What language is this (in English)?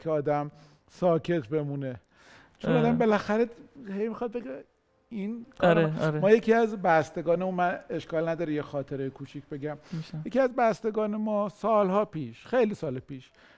Persian